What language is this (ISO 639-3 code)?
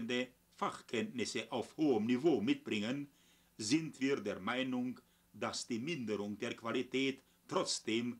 deu